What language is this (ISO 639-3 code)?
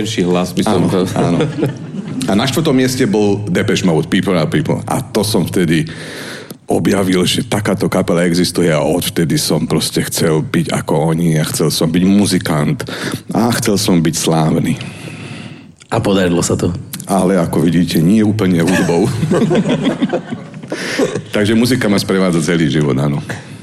slk